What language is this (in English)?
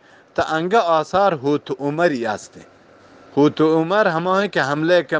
Eastern Balochi